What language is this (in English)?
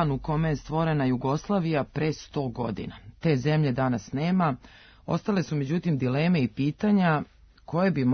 Serbian